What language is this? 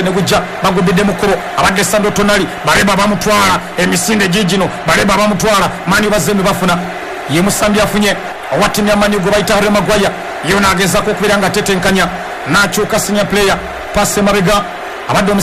Ganda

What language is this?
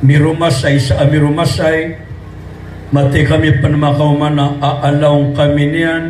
Maranao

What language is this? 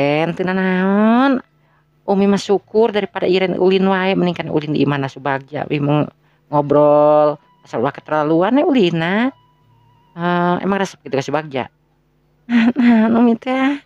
Sundanese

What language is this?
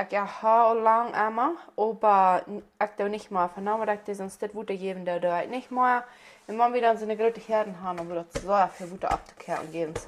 Plautdietsch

